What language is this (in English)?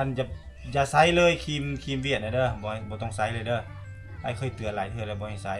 Lao